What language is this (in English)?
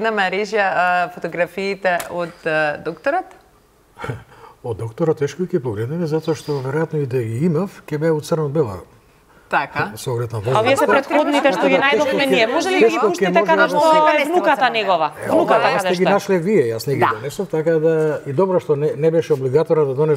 Macedonian